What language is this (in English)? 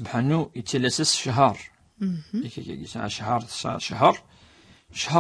Kabyle